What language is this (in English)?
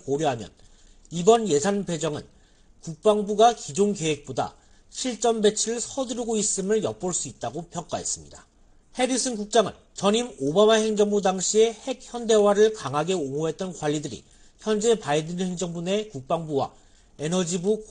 Korean